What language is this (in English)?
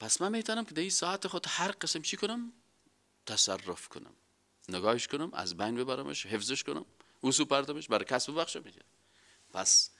Persian